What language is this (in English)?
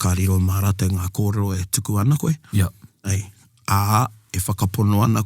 Māori